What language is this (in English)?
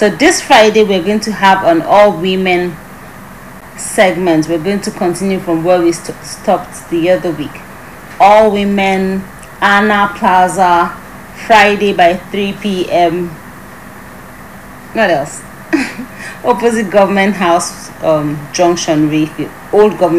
English